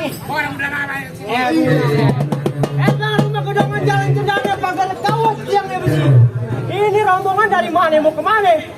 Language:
Betawi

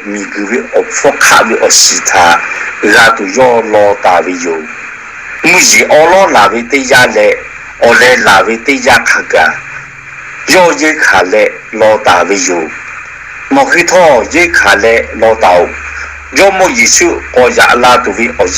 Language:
Lahu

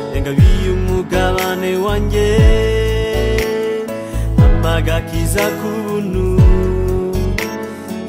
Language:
Kinyarwanda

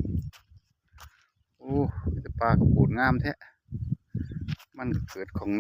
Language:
Lao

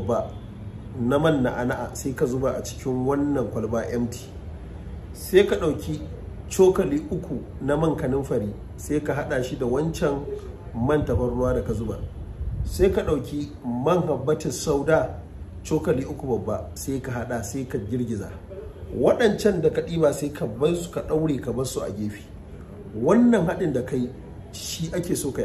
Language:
Hausa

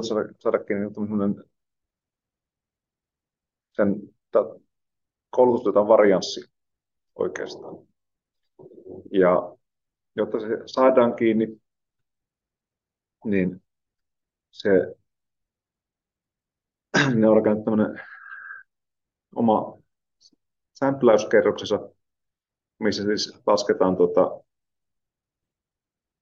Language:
Finnish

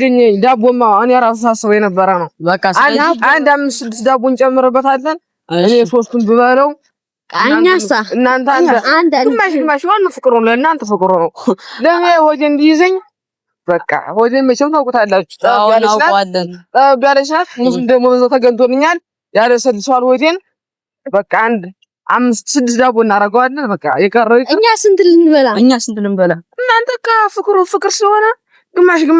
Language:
Amharic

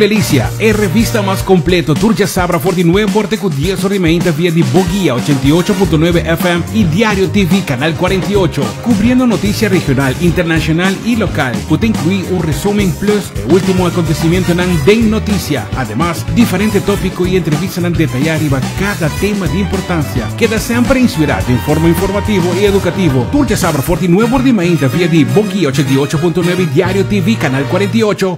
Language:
Papiamento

